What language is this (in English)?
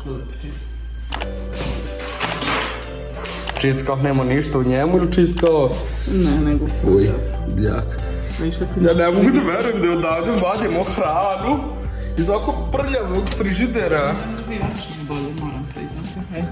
Serbian